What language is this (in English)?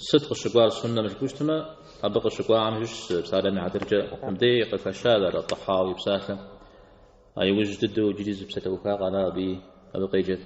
Kabardian